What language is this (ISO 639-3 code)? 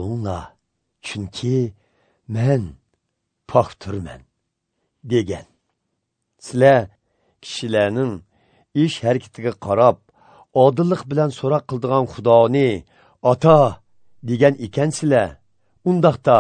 uig